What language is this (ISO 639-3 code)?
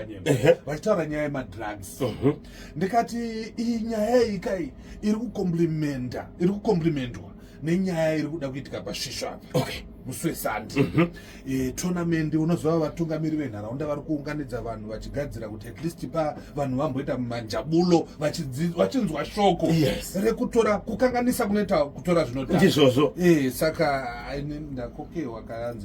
sna